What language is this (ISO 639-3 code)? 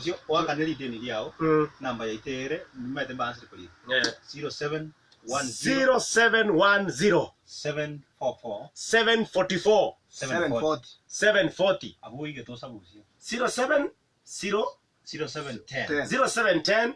guz